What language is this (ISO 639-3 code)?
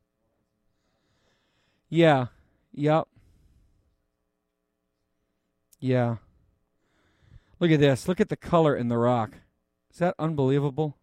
eng